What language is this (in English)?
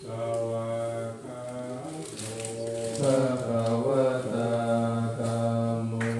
Pali